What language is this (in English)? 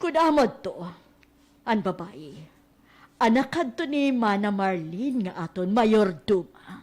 Waray